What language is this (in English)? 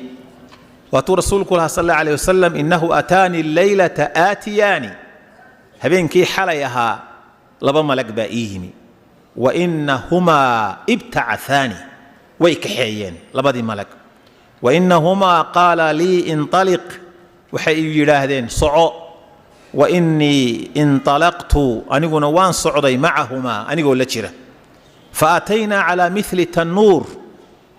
Somali